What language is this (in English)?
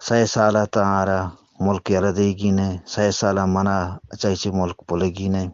Eastern Balochi